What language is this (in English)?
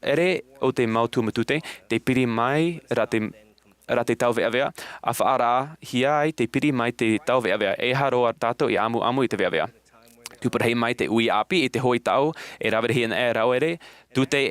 Tahitian